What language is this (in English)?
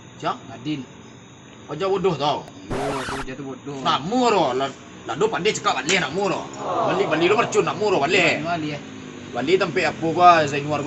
Minangkabau